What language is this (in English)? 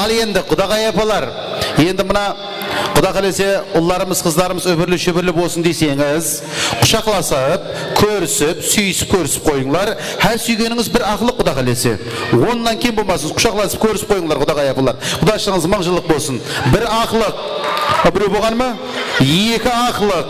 Kara-Kalpak